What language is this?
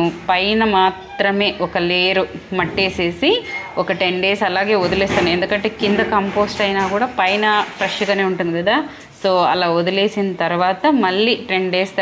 Telugu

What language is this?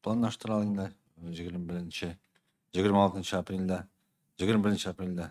Tatar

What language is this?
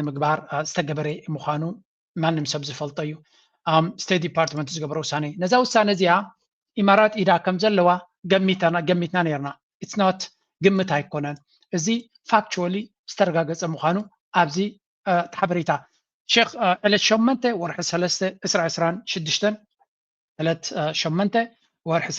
Tigrinya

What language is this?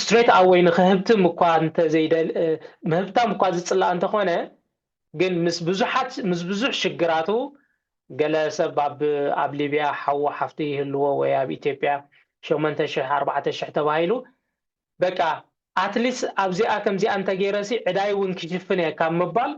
Tigrinya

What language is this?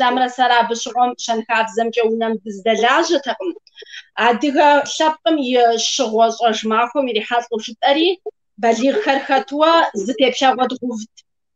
Kabardian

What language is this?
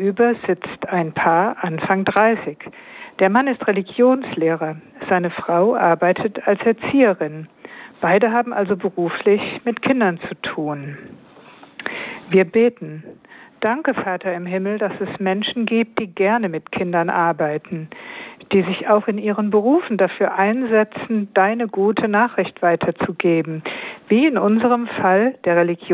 German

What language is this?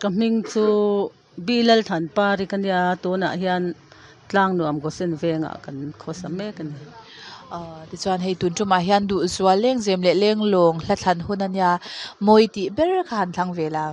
Mizo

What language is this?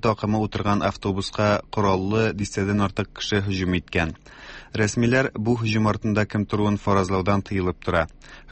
Tatar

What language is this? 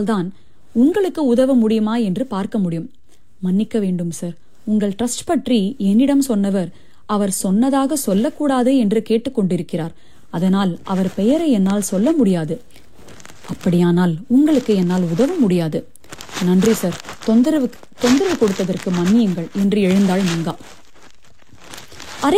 Tamil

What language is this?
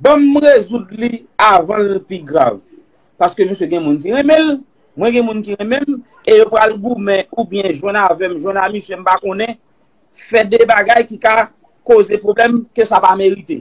Haitian Creole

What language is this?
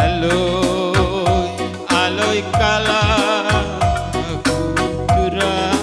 Batak Karo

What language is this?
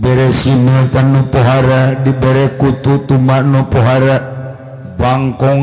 Sundanese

